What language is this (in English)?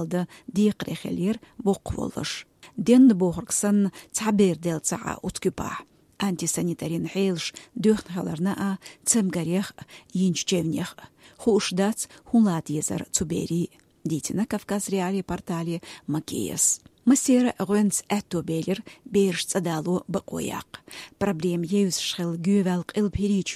Chechen